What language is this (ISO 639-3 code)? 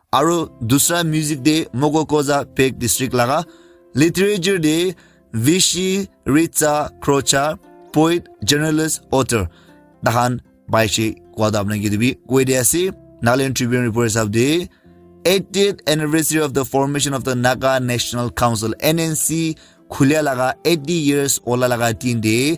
nag